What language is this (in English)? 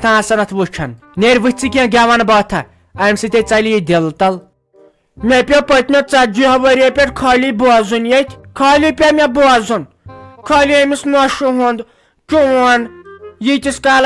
Kashmiri